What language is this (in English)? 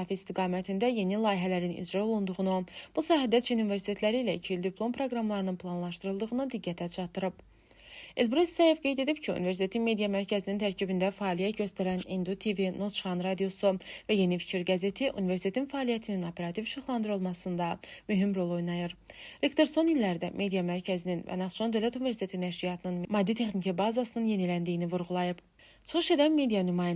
Azerbaijani